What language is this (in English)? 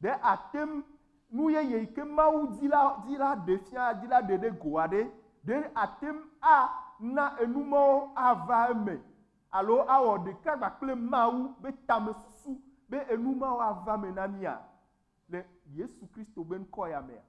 Ewe